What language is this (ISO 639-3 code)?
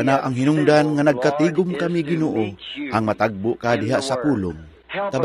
ceb